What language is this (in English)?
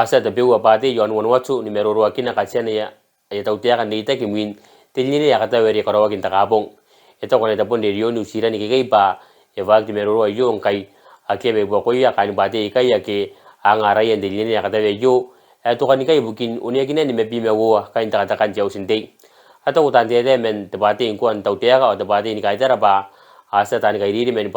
Gilbertese